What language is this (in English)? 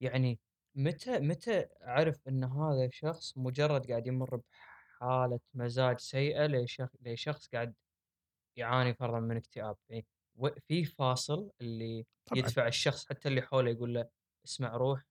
Gulf Arabic